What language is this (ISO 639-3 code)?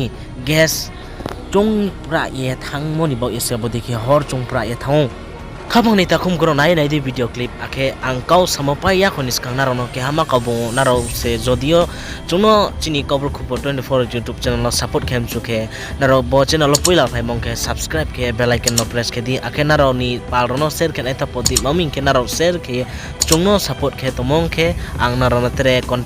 ria